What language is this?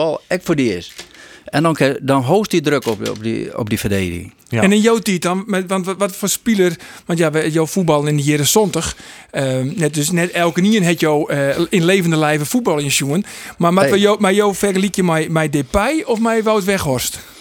Western Frisian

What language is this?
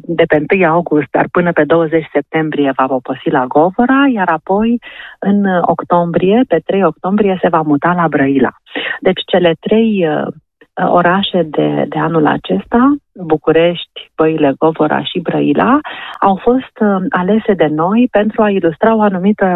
Romanian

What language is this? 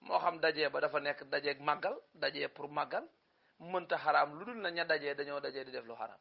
Wolof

